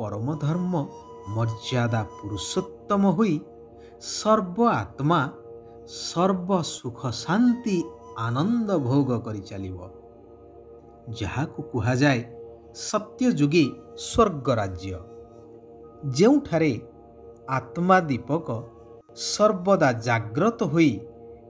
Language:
Odia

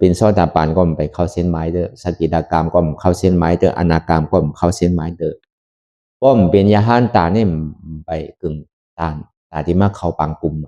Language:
Shan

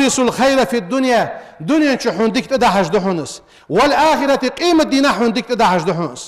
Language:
Ingush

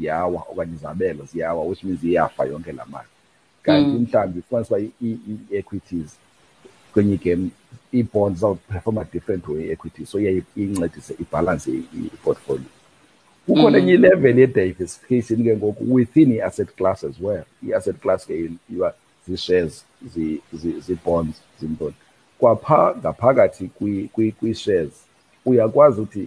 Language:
Xhosa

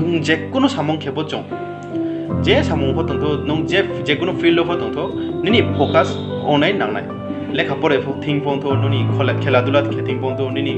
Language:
Riang (India)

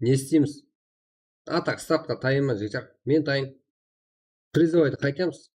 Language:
Kara-Kalpak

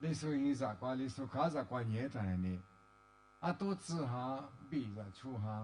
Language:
Lisu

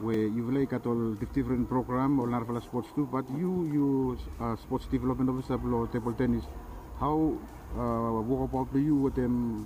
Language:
Bislama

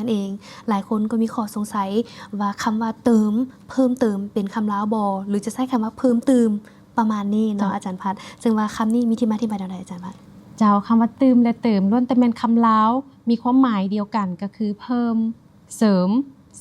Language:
Lao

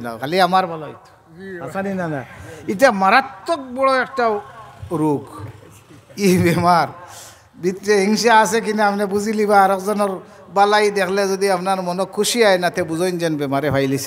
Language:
Sylheti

